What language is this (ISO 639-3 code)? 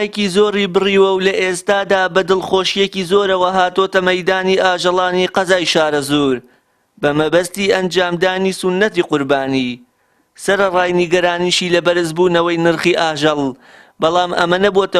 ckb